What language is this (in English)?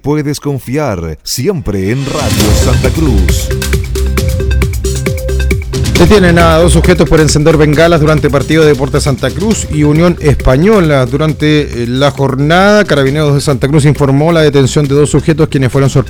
Spanish